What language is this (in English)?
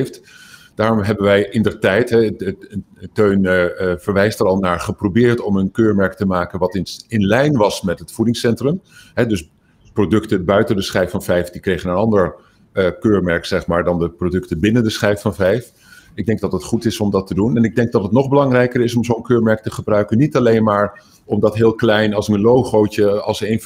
Dutch